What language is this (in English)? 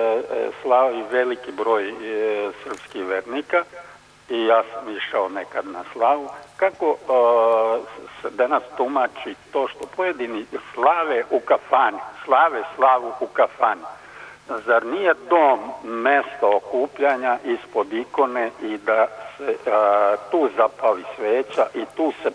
Serbian